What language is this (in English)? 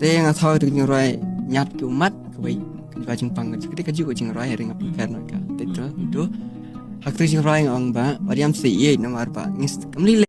Khasi